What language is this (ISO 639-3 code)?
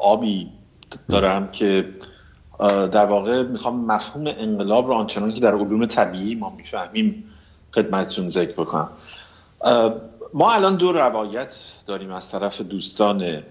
fas